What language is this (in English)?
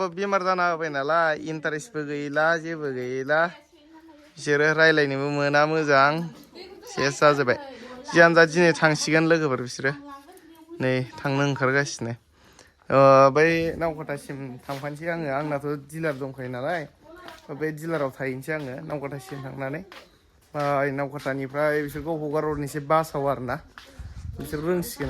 Bodo